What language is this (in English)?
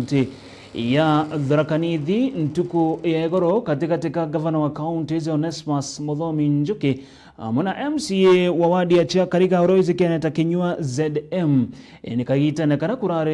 Meru